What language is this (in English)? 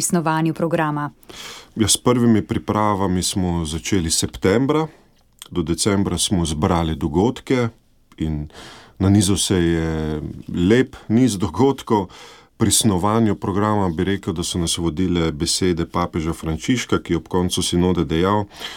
Slovenian